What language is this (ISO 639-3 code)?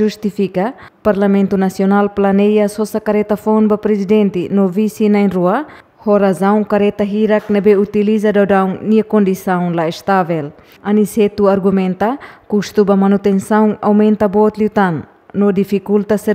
tet